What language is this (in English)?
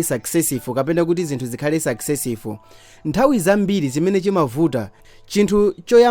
Nyanja